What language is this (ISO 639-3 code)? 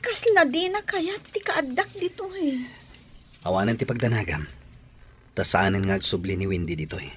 ilo